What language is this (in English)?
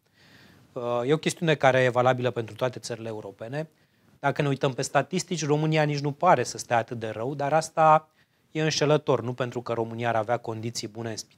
Romanian